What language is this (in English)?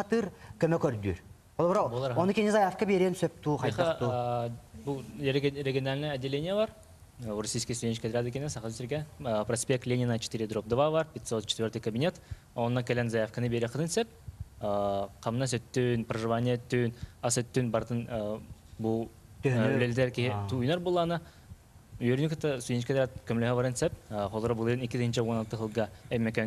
Yakut